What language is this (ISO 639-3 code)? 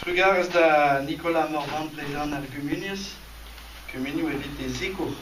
bre